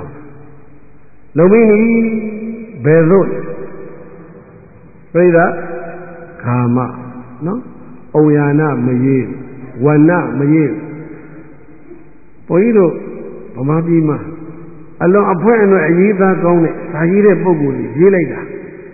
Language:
Burmese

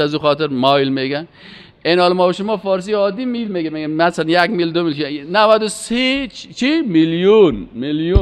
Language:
Persian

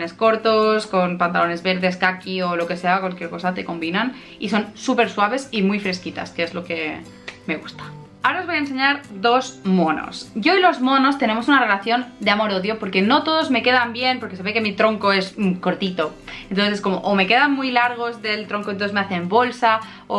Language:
Spanish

